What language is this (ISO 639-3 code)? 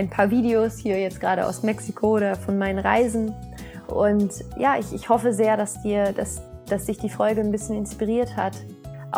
deu